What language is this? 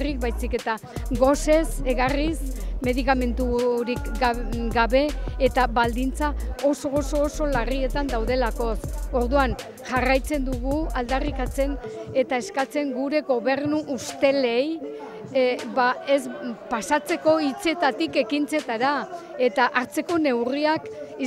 Basque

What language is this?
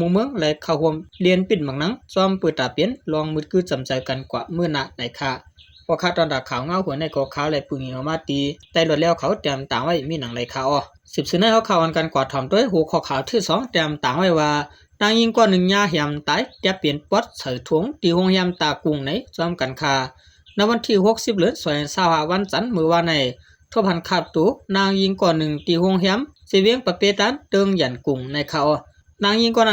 Shan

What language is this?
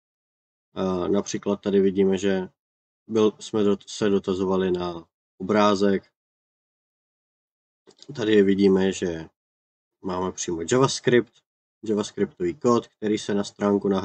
Czech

